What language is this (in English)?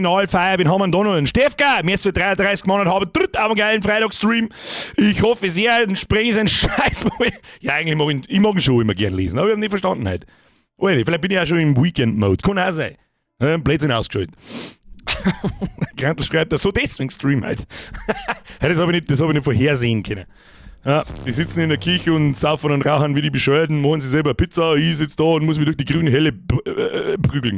Bavarian